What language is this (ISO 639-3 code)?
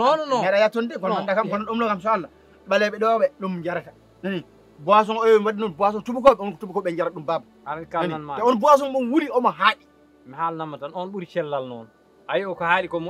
ful